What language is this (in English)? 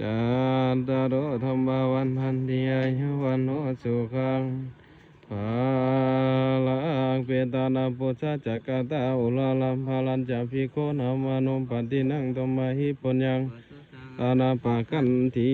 Pali